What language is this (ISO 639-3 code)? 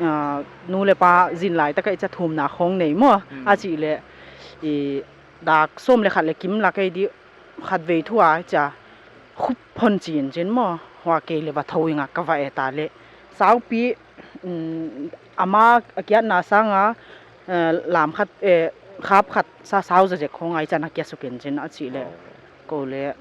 pck